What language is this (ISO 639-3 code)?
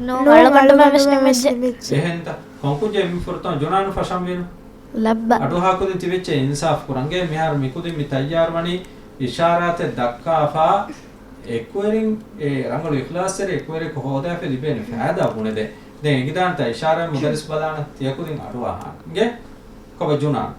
div